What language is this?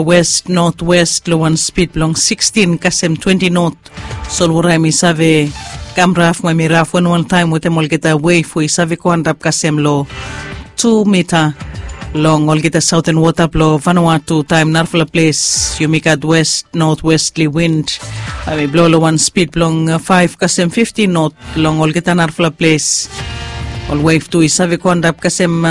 Bislama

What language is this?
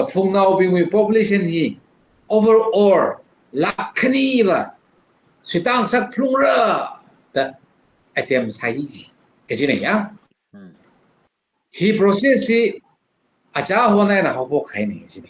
Tangkhul Naga (India)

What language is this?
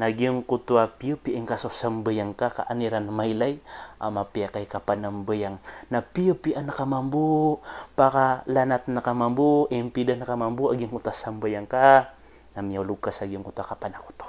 Maranao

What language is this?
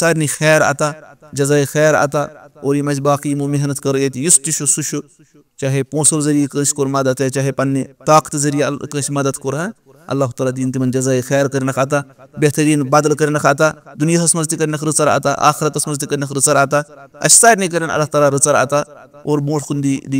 Kashmiri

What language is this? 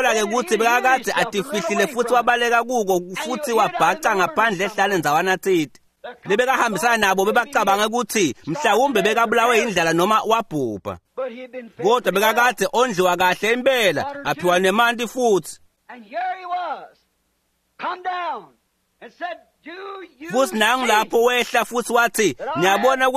Swati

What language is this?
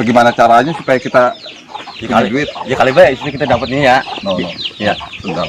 Betawi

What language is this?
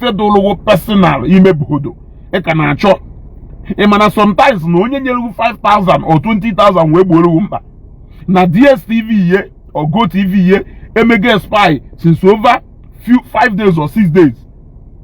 Igbo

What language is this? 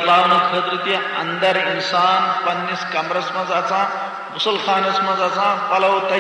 Kashmiri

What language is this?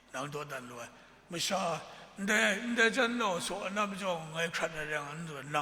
Kachin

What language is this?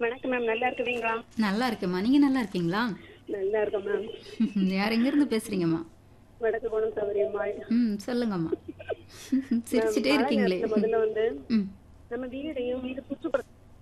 Tamil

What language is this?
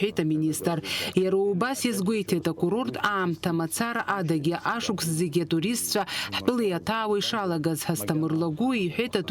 Abkhazian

